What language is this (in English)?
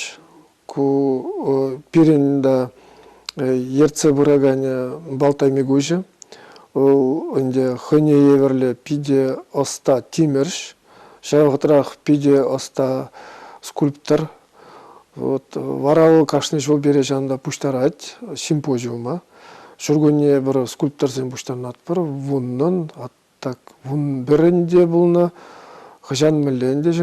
Chuvash